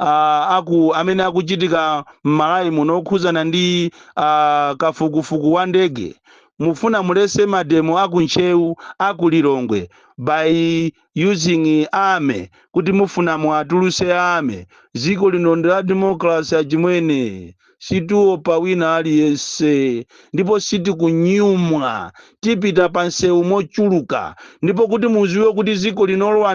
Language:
Nyanja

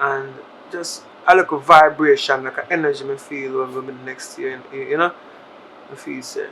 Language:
Jamaican Creole English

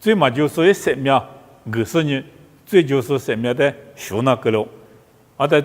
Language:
Lisu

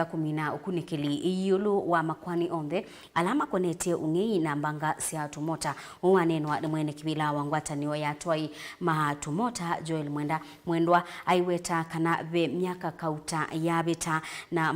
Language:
Kamba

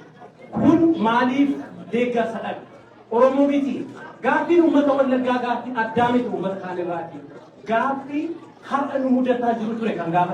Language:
Oromo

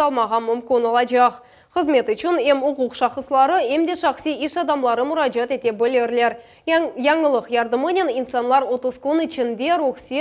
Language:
Crimean Tatar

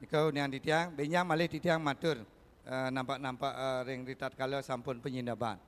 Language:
Balinese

